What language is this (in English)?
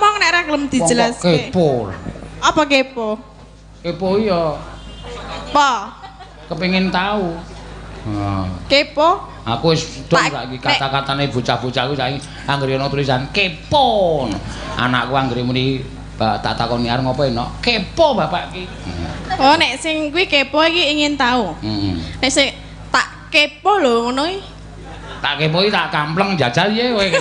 Javanese